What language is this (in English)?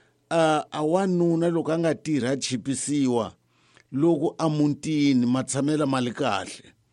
Tsonga